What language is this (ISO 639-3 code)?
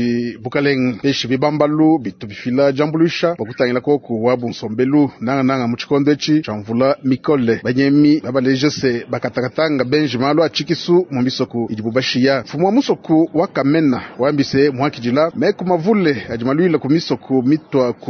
lua